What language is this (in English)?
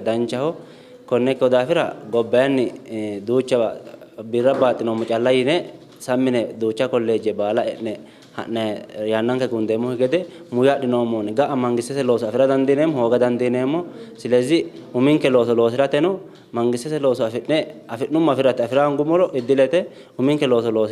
Sidamo